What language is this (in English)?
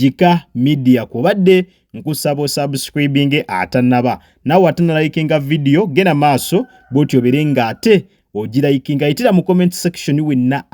Ganda